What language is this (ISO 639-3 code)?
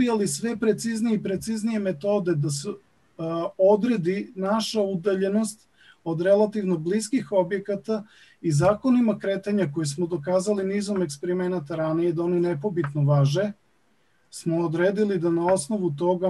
srp